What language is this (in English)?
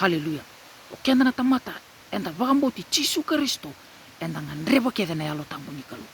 Fijian